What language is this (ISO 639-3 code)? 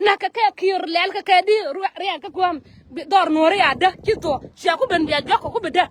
nus